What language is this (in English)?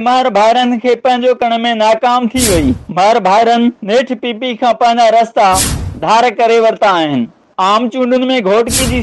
Sindhi